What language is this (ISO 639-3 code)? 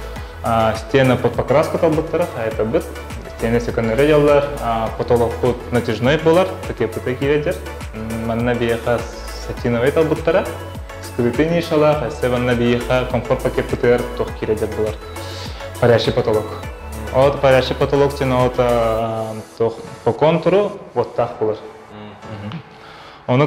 sah